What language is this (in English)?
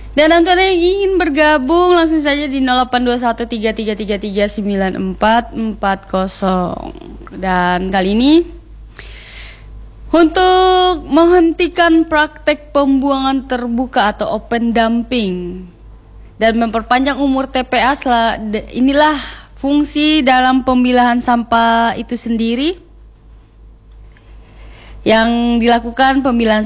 Indonesian